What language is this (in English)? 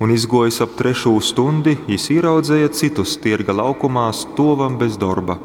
Latgalian